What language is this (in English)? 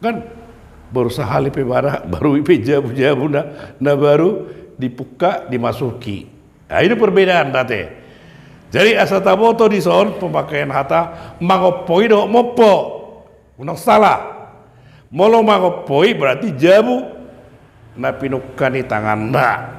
Batak Toba